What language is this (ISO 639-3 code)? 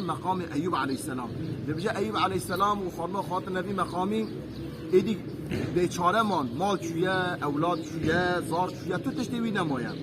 kur